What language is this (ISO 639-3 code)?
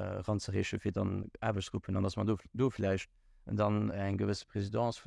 ltz